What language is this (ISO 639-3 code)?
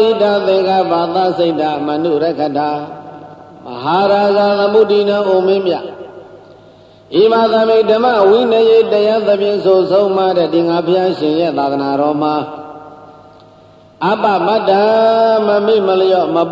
mya